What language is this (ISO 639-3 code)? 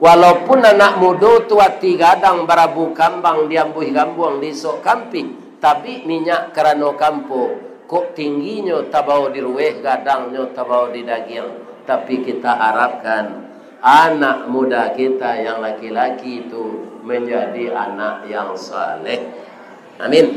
min